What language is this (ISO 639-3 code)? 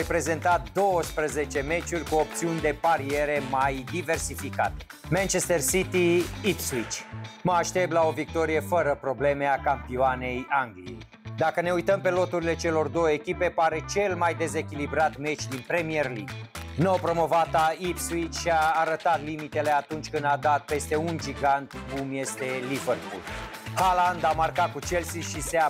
ron